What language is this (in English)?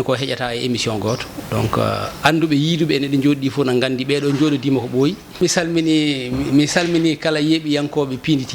Fula